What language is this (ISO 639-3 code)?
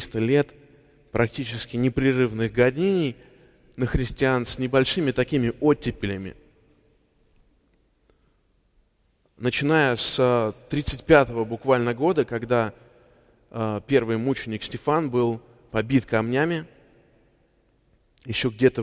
rus